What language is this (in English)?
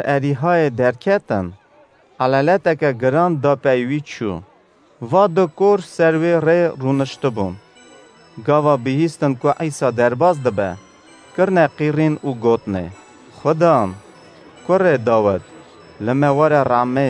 Kurdish